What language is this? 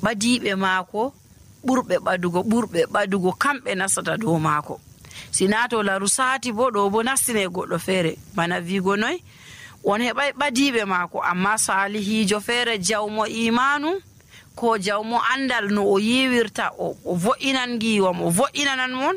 Nigerian Fulfulde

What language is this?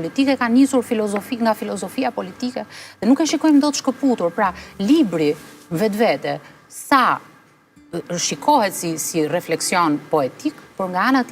Albanian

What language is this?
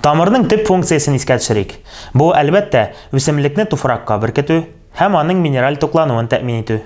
Tatar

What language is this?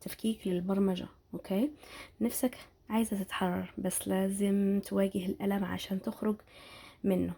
Egyptian Arabic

